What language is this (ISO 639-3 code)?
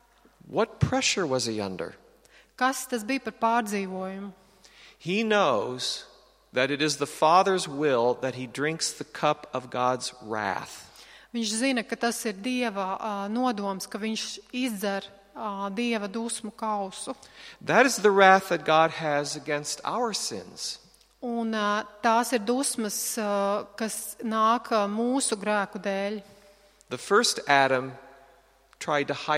lav